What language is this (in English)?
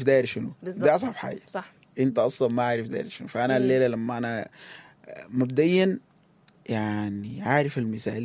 Sudanese Arabic